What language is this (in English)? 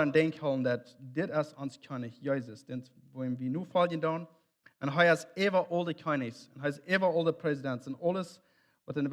Plautdietsch